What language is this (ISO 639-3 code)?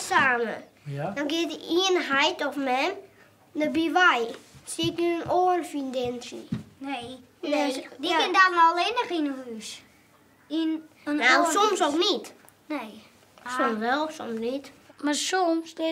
fry